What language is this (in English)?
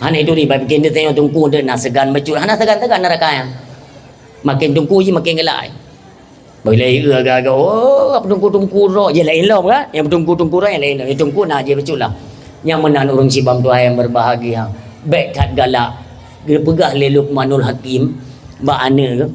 Achinese